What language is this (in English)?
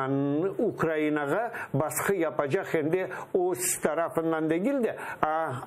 Crimean Tatar